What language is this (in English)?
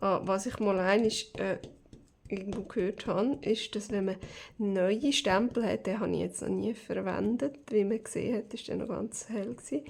Swiss German